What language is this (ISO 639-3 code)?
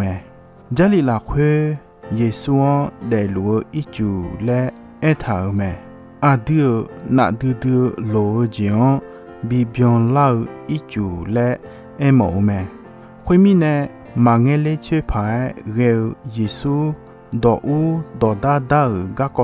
ahk